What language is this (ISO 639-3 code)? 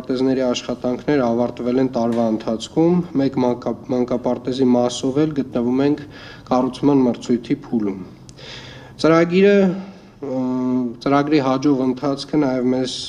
hye